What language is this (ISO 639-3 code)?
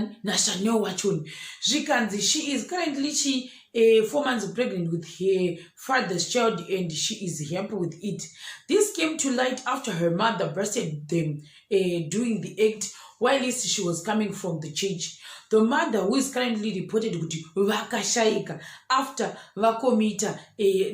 sna